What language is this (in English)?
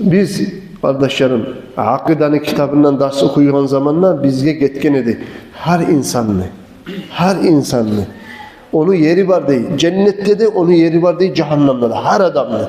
Kumyk